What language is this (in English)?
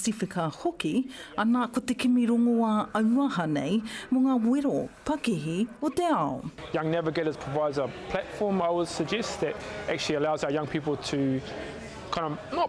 Māori